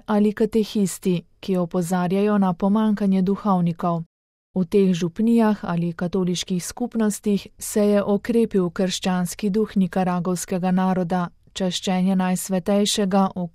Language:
Slovenian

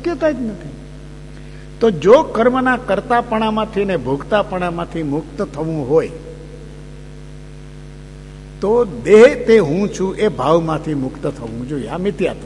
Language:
Gujarati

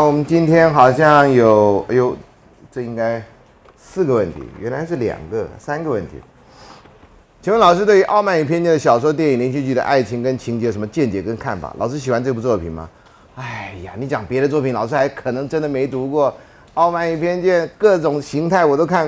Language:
Chinese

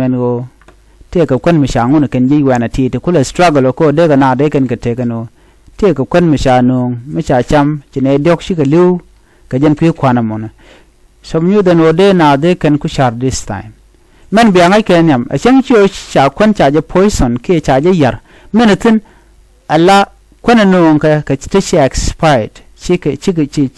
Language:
Nuer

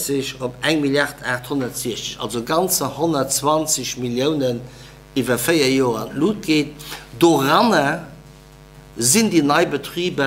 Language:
Luxembourgish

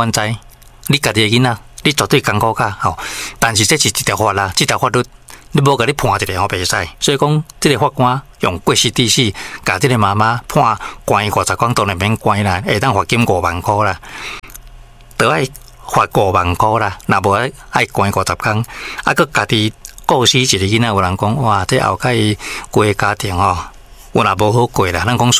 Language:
Min Nan Chinese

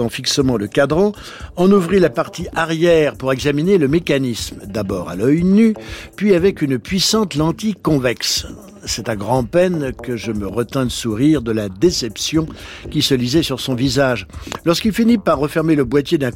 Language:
French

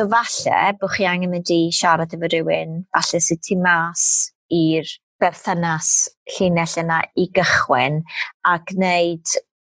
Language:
Welsh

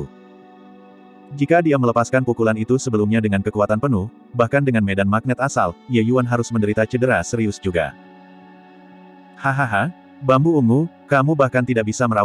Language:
Indonesian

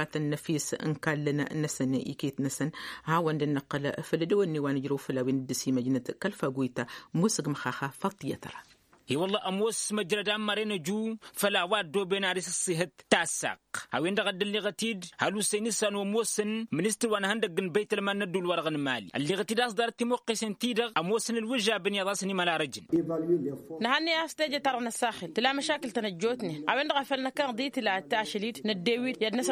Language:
Tamasheq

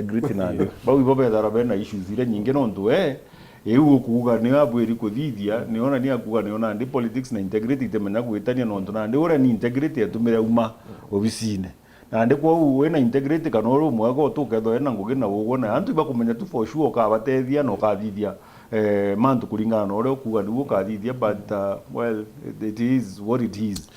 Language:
Meru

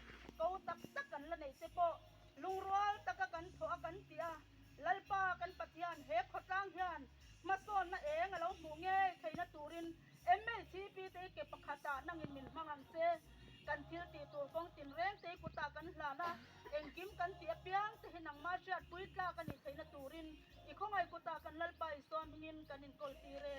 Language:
Mizo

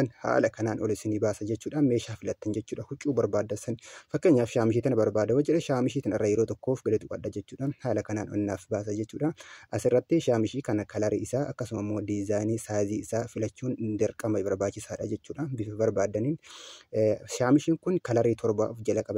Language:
Oromo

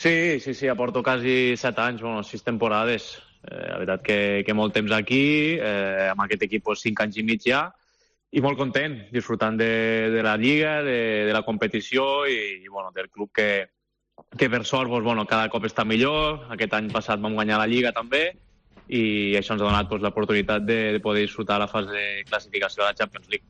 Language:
Catalan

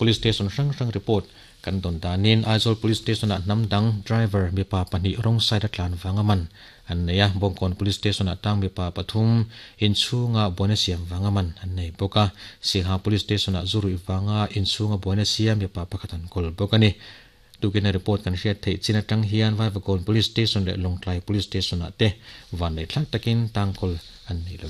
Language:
Mizo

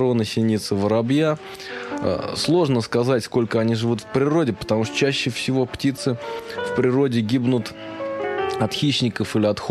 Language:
Russian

